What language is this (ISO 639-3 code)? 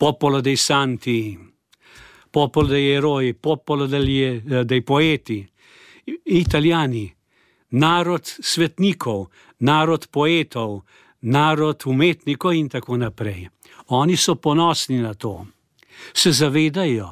slv